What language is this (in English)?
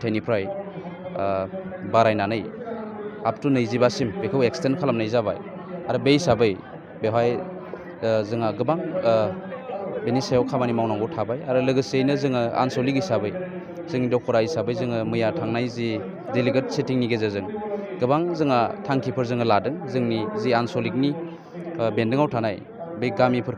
Bodo